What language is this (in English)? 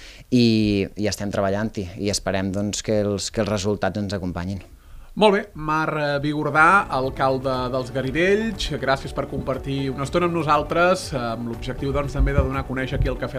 Catalan